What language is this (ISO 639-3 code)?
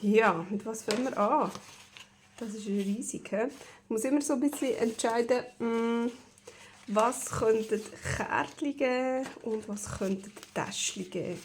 gsw